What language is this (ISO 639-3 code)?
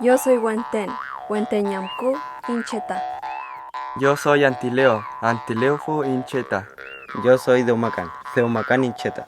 arn